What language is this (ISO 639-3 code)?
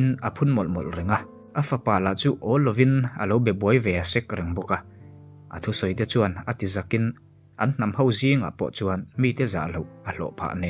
lus